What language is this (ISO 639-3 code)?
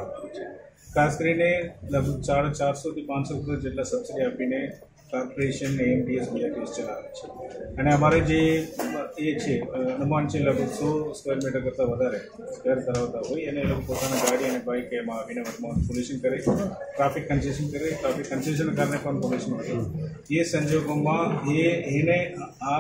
guj